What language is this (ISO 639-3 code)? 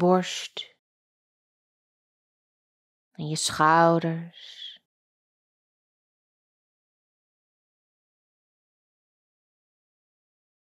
nld